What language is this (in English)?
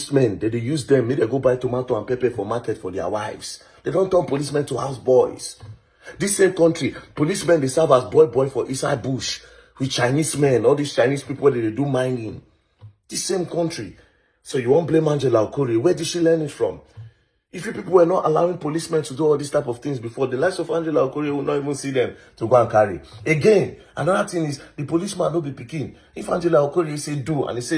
Nigerian Pidgin